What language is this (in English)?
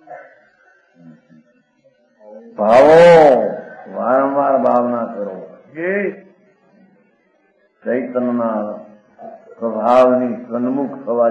Gujarati